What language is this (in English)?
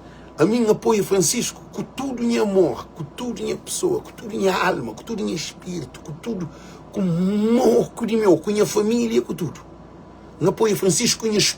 Kabuverdianu